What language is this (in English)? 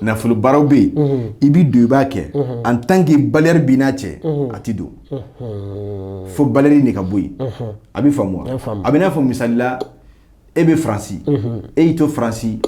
Bambara